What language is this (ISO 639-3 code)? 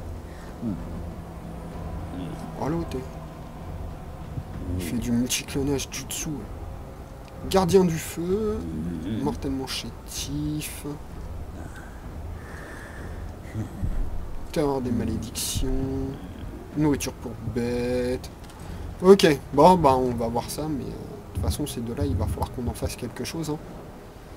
fra